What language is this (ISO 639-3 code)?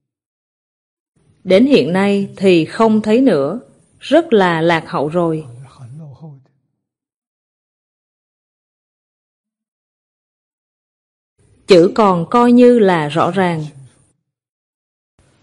vie